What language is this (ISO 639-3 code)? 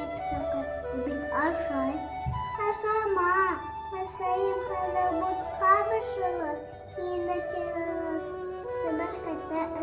bak